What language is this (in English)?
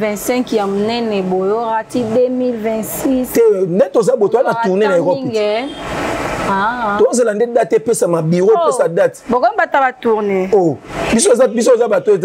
Lingala